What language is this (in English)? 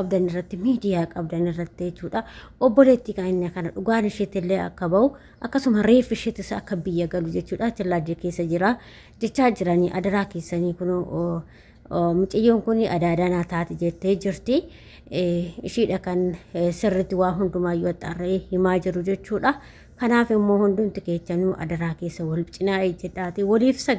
Oromo